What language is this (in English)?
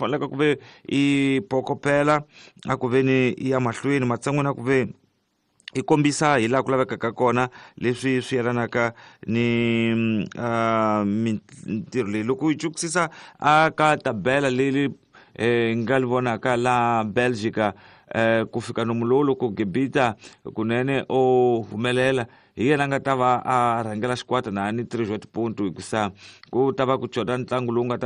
Tsonga